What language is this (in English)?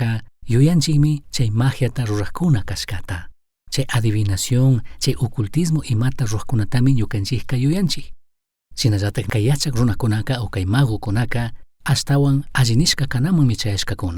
Chimborazo Highland Quichua